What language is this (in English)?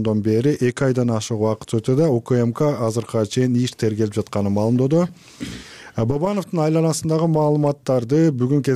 Kyrgyz